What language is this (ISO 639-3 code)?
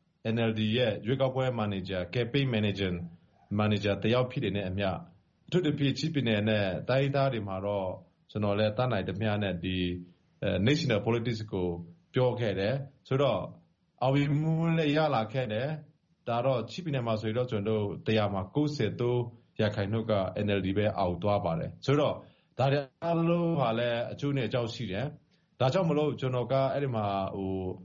mya